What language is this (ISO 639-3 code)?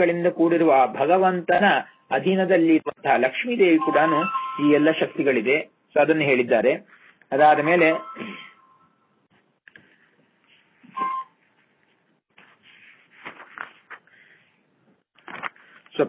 kan